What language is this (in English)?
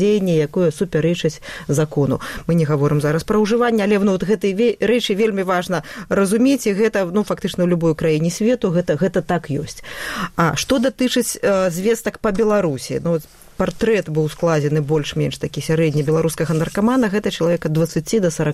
Belarusian